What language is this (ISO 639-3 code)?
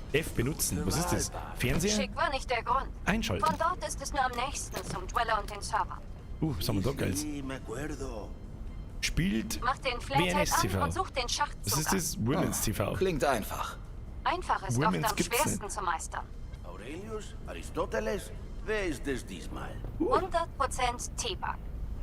bar